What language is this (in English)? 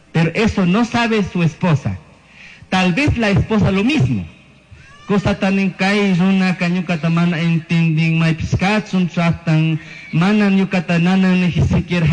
Chimborazo Highland Quichua